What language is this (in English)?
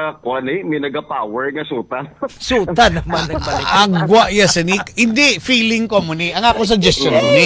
Hiligaynon